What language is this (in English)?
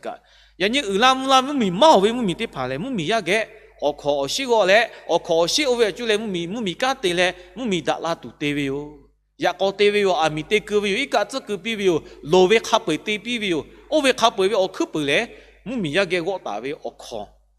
Lahu